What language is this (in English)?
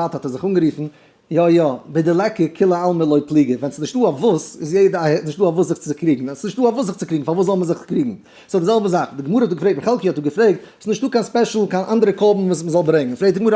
Yiddish